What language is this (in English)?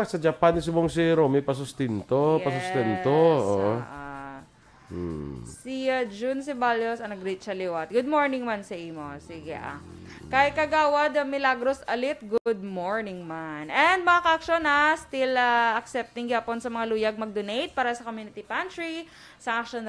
Hiligaynon